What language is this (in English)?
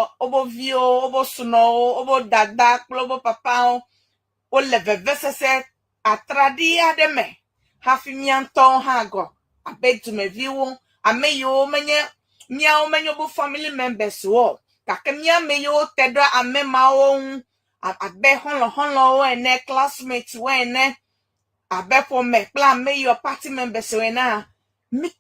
Ewe